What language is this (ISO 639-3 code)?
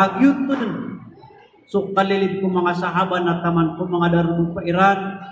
mrw